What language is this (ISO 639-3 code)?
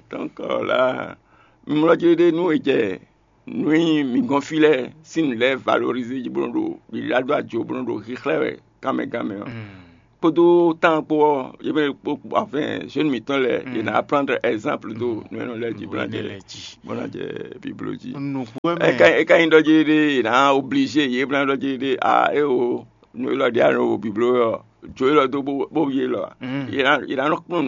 fon